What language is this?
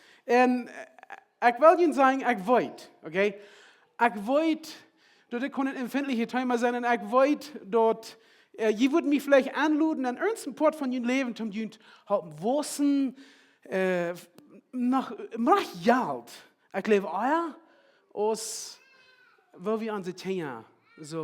Plautdietsch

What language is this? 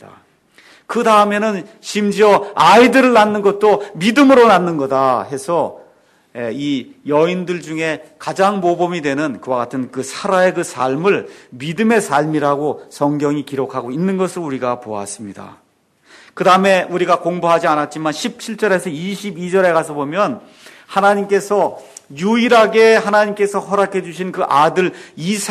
Korean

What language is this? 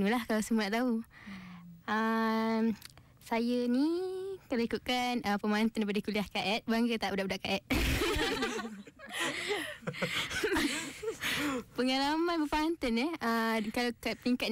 Malay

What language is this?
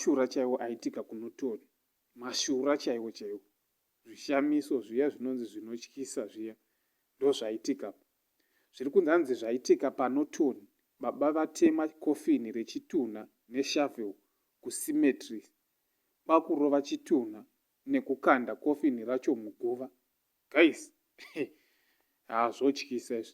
Shona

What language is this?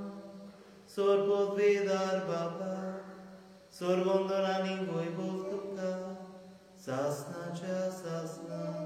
Konkani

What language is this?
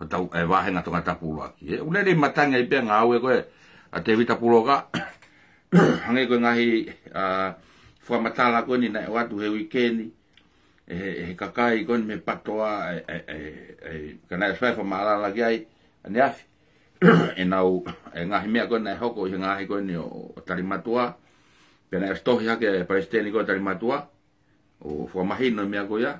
Tongan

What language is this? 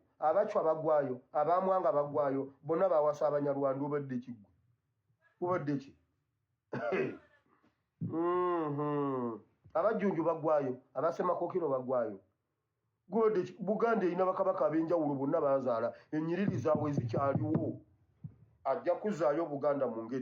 Ganda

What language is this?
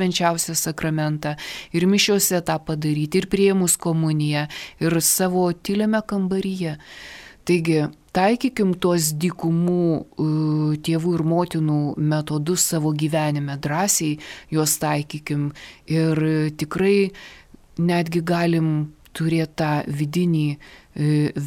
Lithuanian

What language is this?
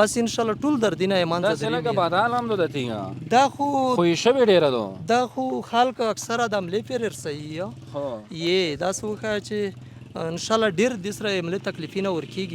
Pashto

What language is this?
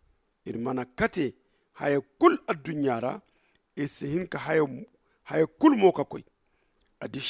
Zarma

